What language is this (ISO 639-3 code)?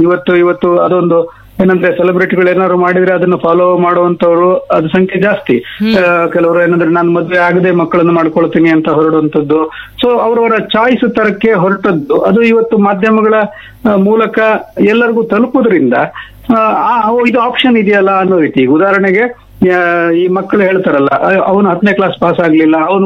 kan